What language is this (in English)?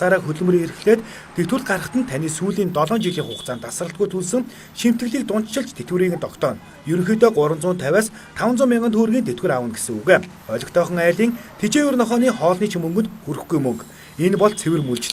Mongolian